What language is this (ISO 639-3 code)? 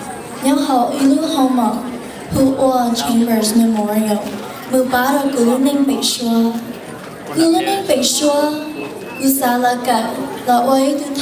hmn